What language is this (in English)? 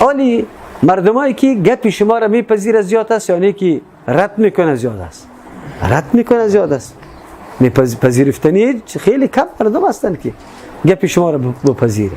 Persian